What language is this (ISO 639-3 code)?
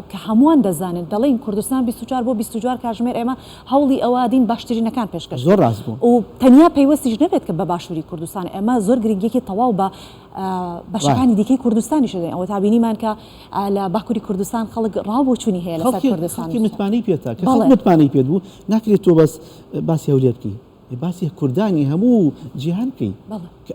ckb